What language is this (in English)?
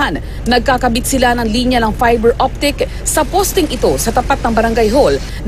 Filipino